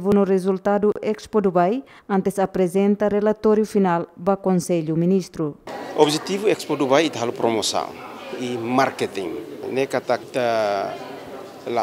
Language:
Tetum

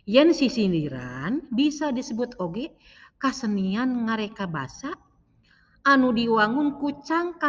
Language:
Sundanese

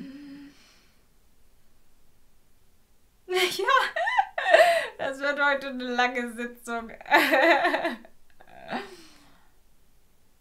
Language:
German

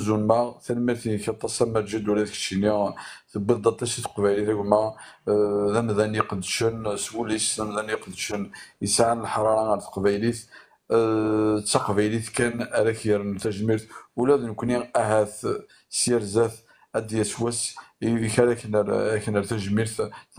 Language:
Kabyle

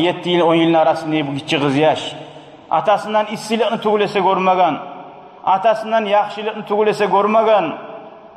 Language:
Kumyk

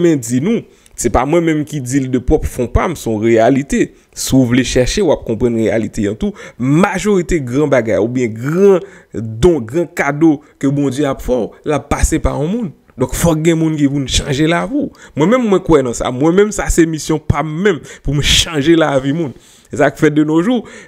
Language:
Haitian Creole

